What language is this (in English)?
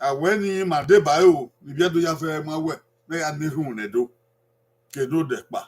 Bini